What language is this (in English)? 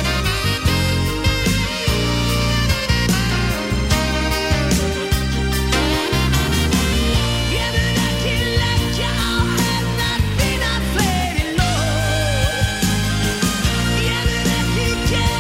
Icelandic